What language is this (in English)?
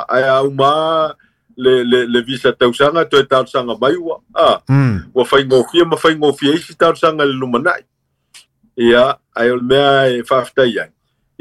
Samoan